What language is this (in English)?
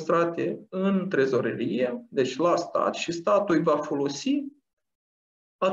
Romanian